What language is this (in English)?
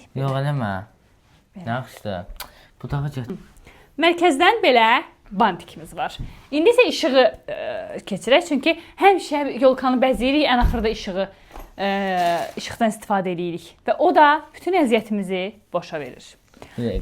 Azerbaijani